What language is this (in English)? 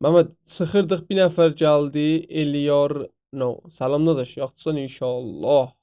South Azerbaijani